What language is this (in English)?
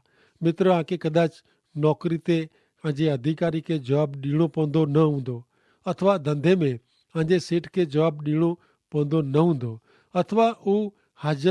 Kachhi